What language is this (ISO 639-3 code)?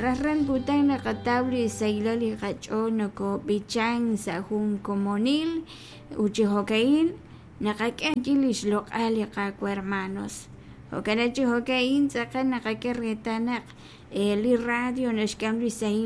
kek